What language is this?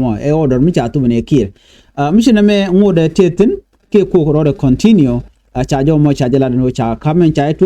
Nuer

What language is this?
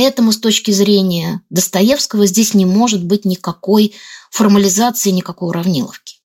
Russian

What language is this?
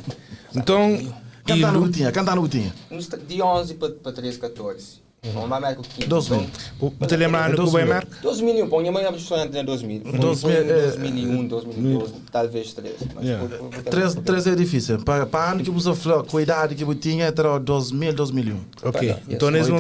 Kabuverdianu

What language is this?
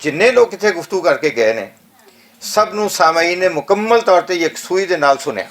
Western Panjabi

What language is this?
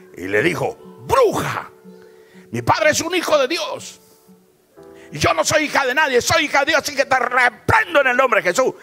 Spanish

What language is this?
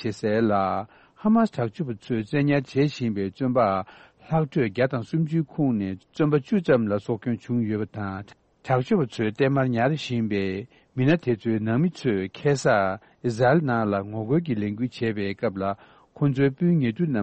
Tibetan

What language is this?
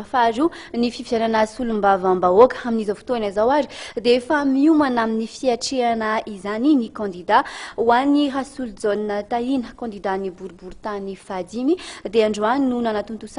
Malagasy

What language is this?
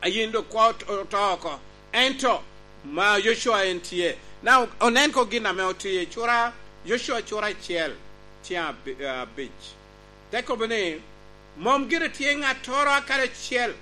Lango (Uganda)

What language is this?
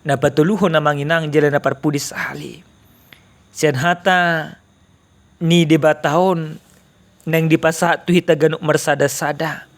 Batak Toba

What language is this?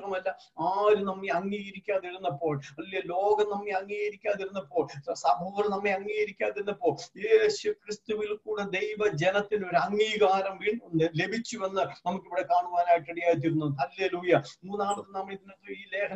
Malayalam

